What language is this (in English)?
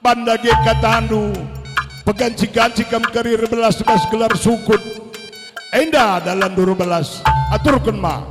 Batak Karo